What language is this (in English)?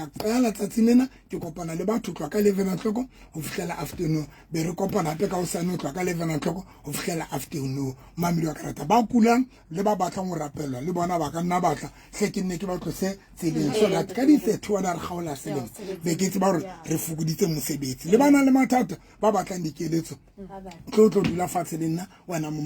Southern Sotho